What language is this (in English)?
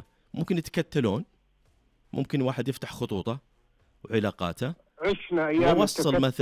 Najdi Arabic